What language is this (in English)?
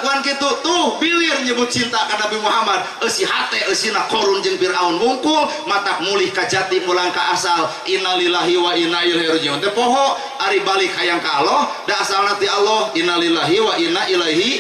Sundanese